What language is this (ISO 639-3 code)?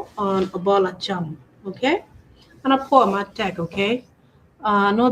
ach